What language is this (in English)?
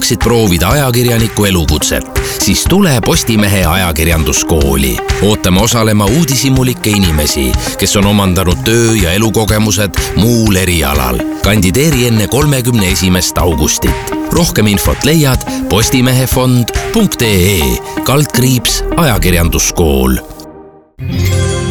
Estonian